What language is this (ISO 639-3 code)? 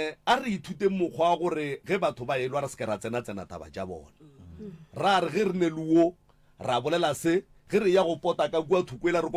nso